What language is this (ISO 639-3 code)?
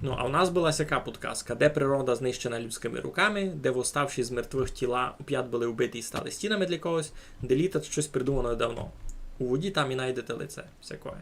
rue